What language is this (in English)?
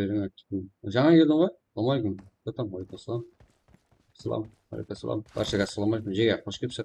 Kara-Kalpak